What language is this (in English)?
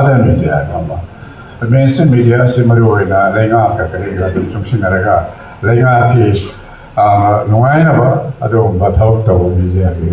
Manipuri